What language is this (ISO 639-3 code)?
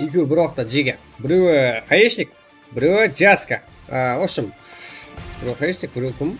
kaa